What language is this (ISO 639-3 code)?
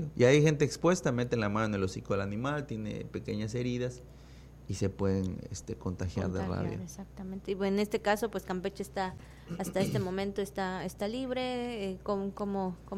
spa